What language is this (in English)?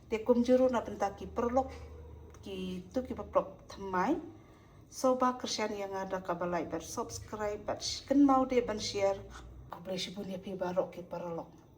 Khasi